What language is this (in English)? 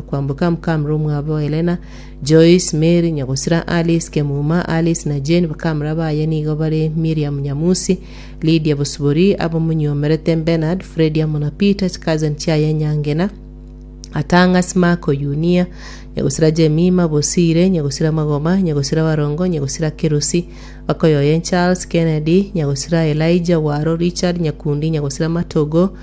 Gusii